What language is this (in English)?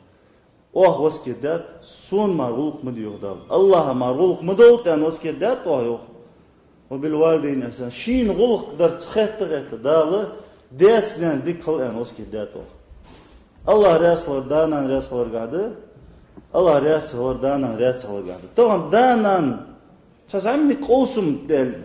Ingush